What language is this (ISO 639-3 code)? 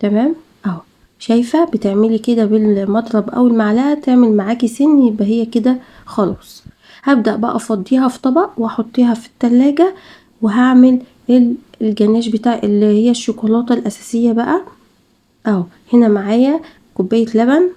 arz